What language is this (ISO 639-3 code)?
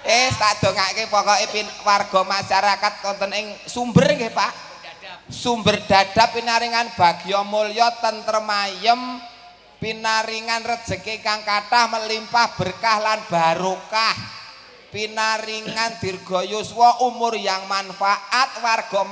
jav